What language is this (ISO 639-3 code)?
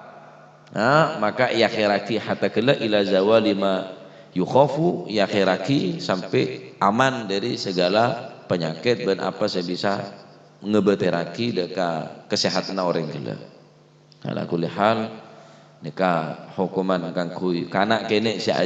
mad